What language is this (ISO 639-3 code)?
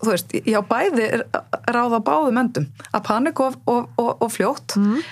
isl